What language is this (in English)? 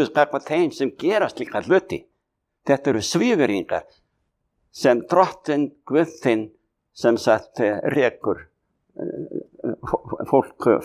Icelandic